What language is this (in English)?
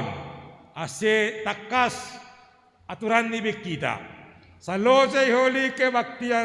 Batak Simalungun